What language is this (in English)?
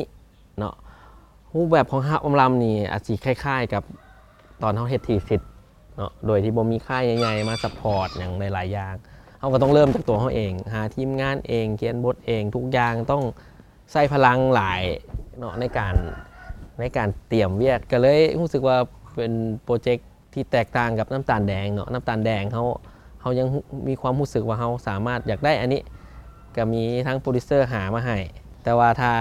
Lao